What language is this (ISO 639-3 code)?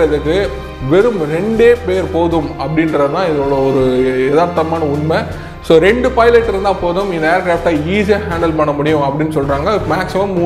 tam